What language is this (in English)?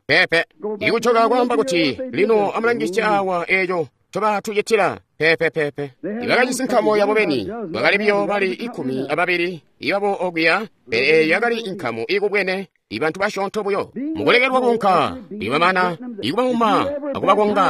Tonga (Zambia)